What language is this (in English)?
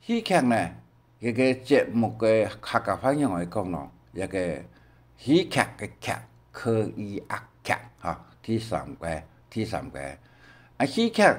Hakka Chinese